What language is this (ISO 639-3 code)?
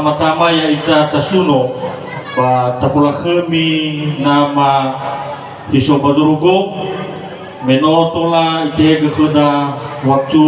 nia